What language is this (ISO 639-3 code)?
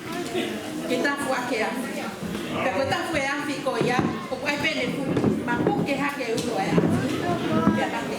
ton